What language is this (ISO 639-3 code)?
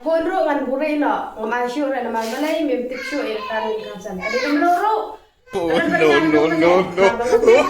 kha